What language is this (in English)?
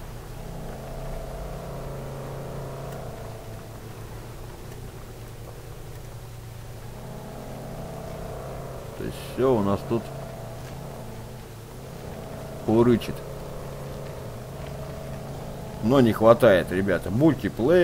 Russian